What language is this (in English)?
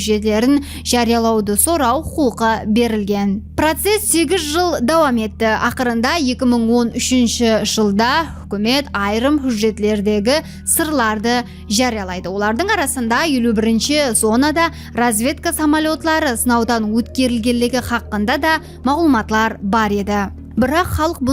Kara-Kalpak